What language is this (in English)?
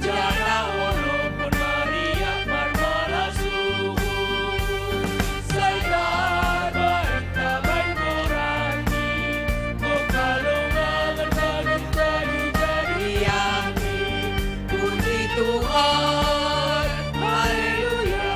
Batak Simalungun